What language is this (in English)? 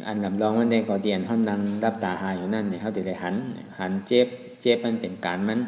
Shan